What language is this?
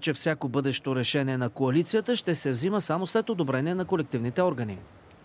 Bulgarian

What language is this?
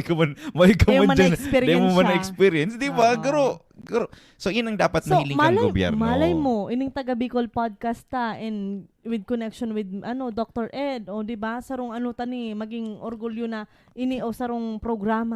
Bikol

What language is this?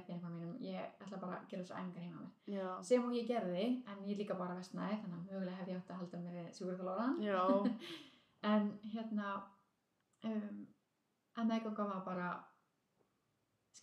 Icelandic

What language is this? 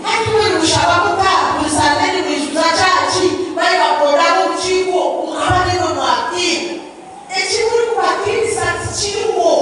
Nyankole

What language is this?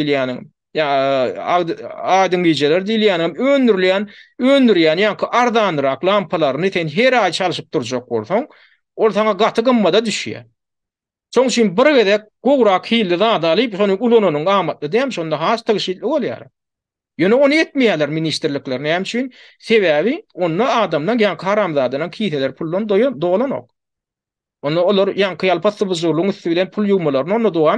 Turkmen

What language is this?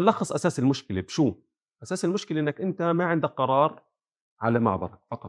North Levantine Arabic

